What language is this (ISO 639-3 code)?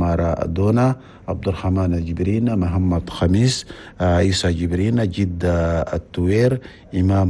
shu